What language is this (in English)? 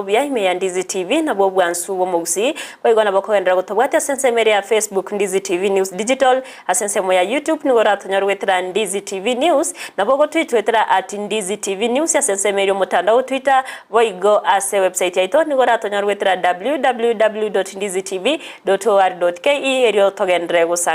Gusii